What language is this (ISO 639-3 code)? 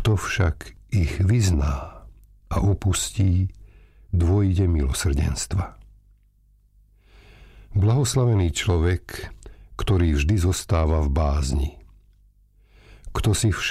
slk